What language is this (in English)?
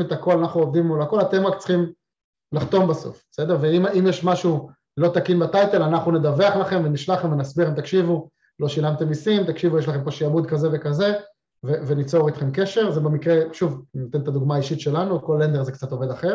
Hebrew